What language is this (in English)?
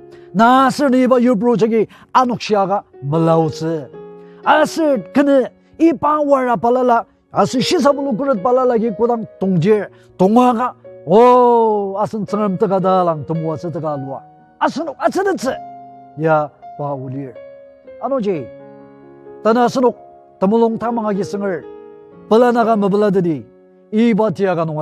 Ao Naga